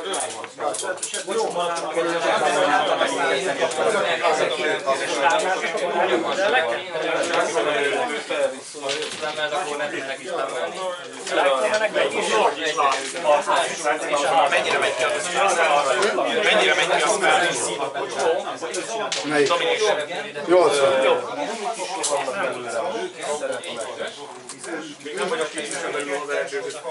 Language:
Hungarian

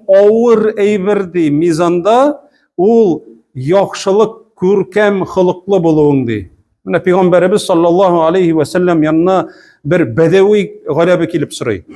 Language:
Tatar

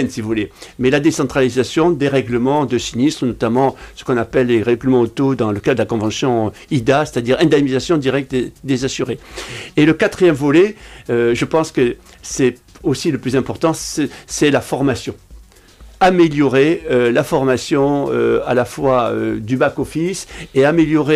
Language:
French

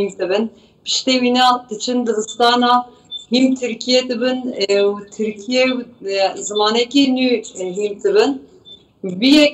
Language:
Kurdish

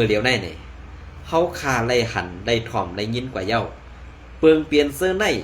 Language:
Shan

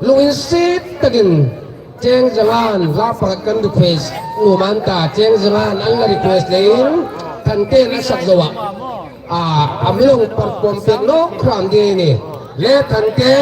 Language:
Hmar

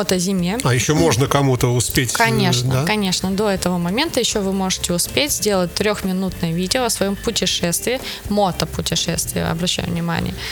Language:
Russian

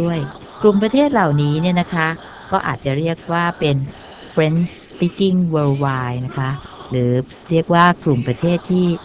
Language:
Thai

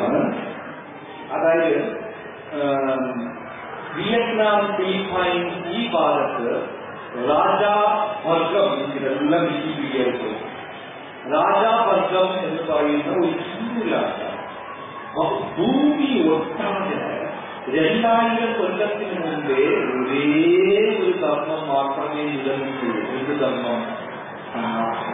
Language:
Malayalam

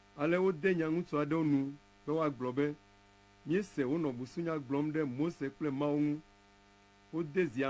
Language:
Ewe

